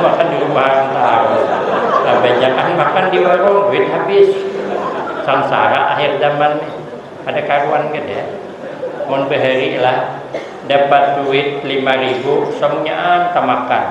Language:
Banjar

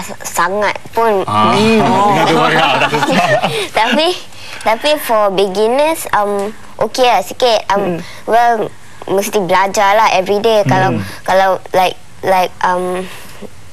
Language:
Malay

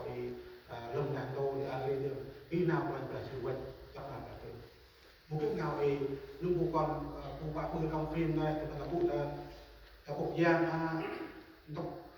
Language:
Central Mnong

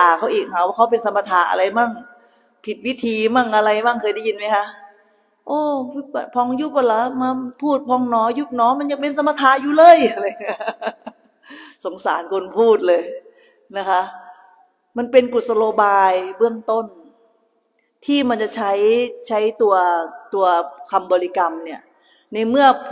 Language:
Thai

